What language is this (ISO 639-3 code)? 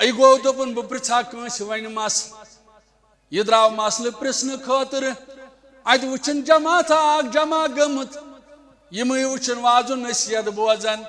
kas